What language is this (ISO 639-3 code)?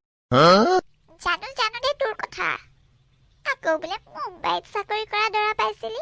asm